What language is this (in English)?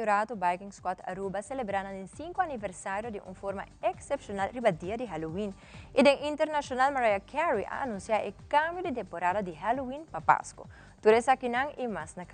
Papiamento